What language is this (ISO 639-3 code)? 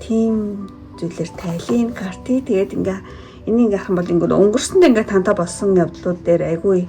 mon